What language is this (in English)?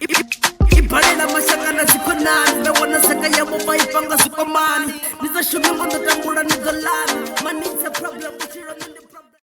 Venda